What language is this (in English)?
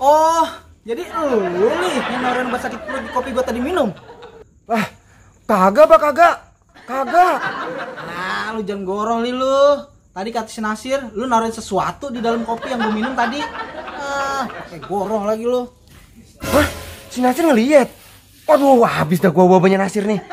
Betawi